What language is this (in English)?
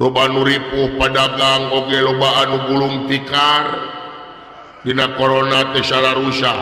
Sundanese